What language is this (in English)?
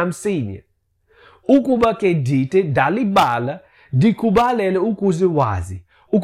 Xhosa